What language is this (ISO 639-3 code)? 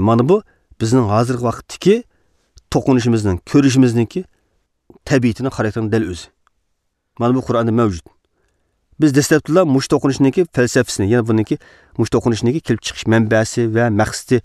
uig